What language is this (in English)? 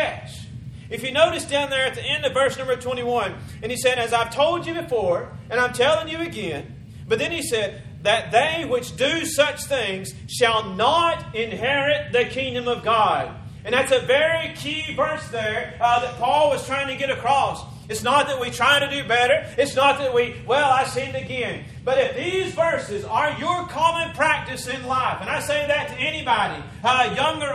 English